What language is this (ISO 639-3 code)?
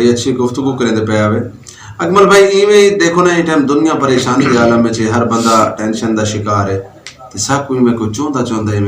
lah